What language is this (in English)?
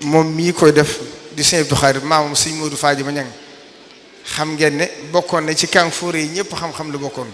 Wolof